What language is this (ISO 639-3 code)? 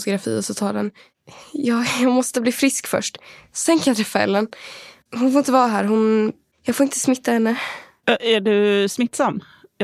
swe